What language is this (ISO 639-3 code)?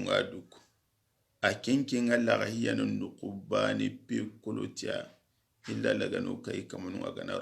snk